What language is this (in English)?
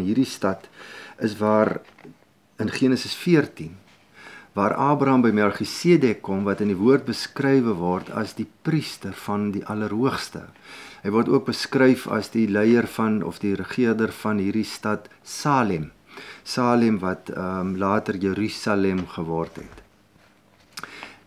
Afrikaans